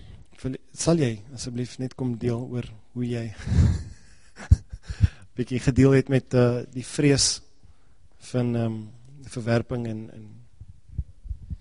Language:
Afrikaans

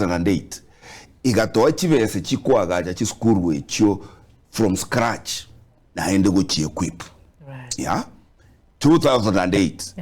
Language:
Gusii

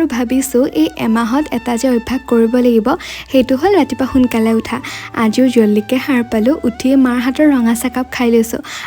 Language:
Assamese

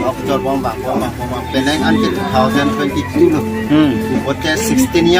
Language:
Karbi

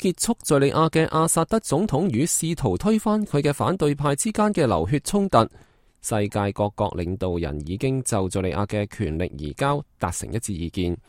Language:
Cantonese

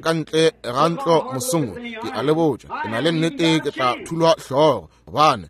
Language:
Northern Sotho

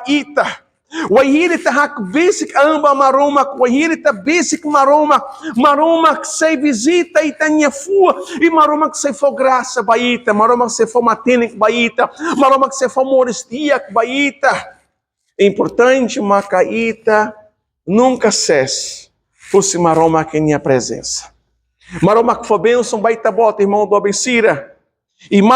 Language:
Tetum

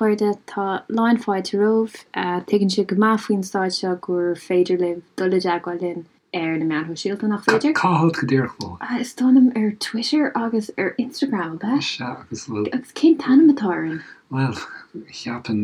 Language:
Irish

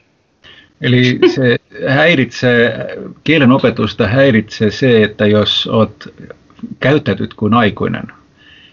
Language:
Finnish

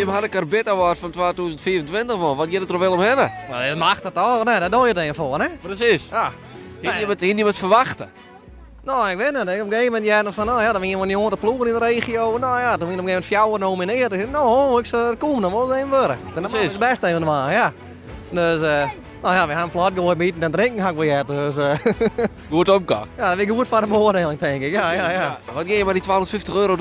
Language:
Western Frisian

